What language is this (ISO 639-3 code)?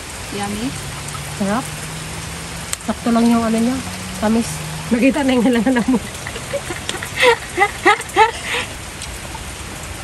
fil